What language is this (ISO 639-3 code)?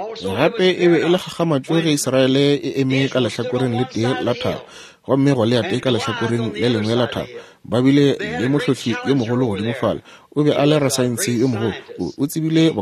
nso